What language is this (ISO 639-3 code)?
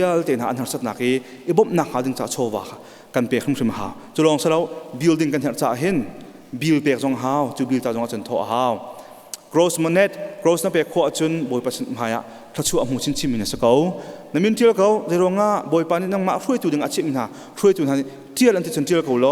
cnh